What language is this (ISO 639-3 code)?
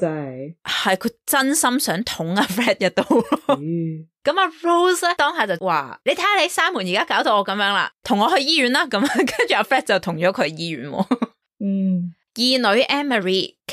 yue